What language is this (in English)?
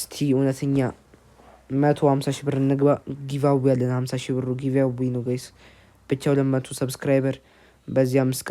Amharic